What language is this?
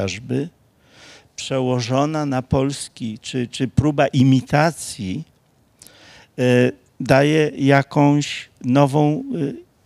Polish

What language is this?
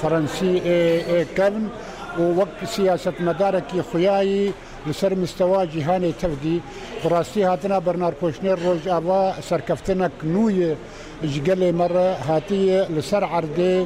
Kurdish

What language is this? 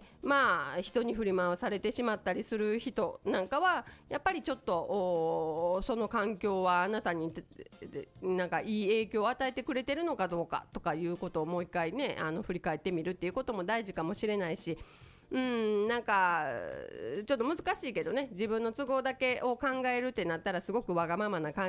Japanese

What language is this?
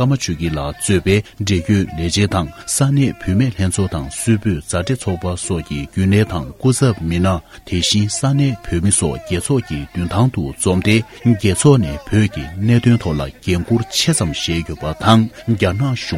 Tibetan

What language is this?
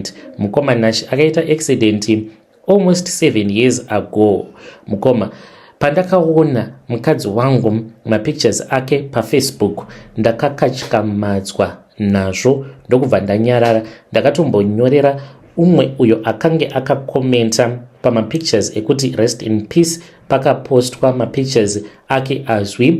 Shona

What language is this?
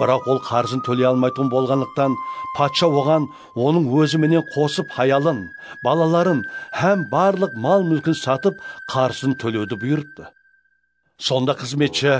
Kara-Kalpak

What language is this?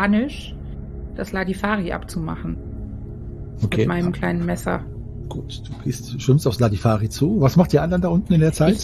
German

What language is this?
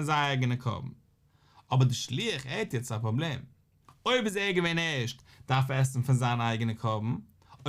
Yiddish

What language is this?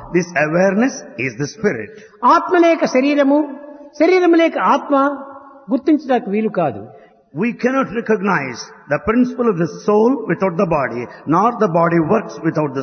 Telugu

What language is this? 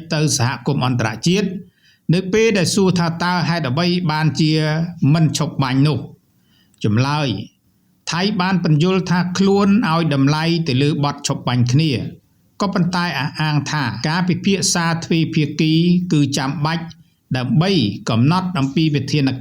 Khmer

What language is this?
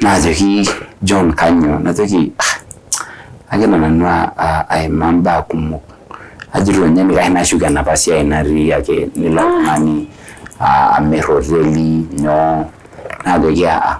Masai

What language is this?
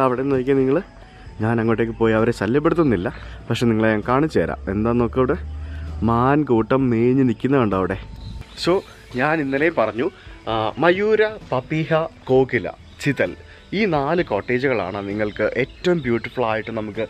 Malayalam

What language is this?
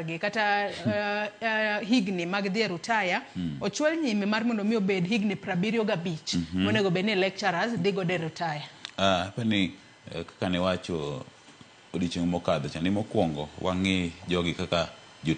Luo (Kenya and Tanzania)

